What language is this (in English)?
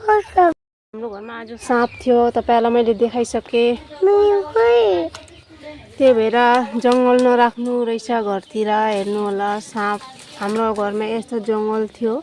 Nepali